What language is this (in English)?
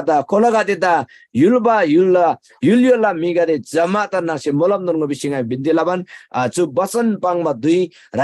Eastern Tamang